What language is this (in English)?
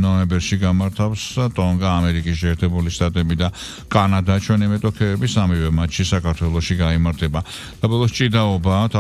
Georgian